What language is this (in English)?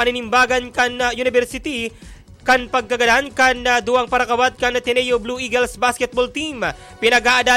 Bikol